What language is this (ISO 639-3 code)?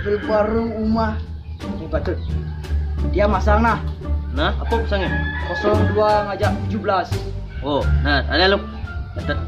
ban